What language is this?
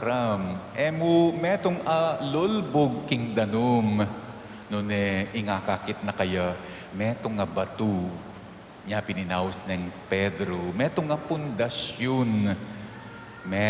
Pampanga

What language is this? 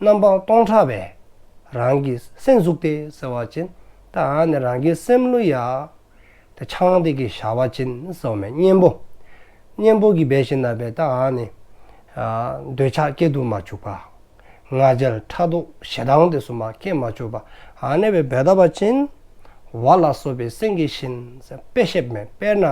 Dzongkha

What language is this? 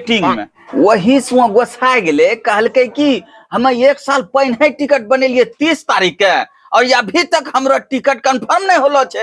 Angika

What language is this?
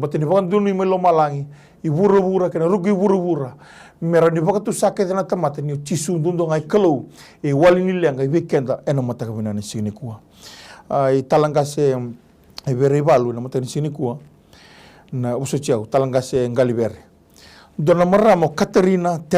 Fijian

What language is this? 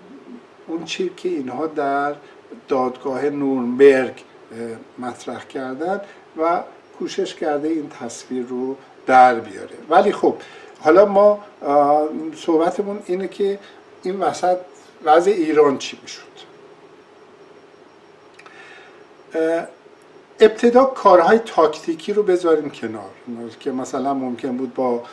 Persian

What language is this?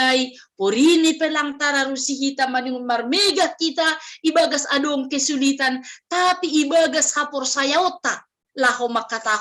Batak Simalungun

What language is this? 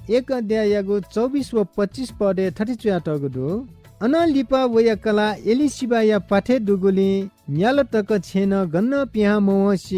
Newari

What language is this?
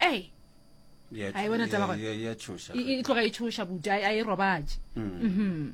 Northern Sotho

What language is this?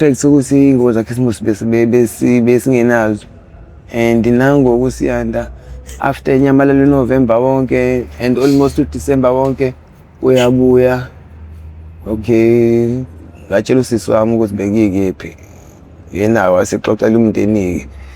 Zulu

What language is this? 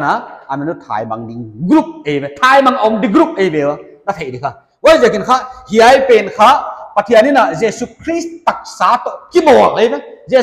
Paite Chin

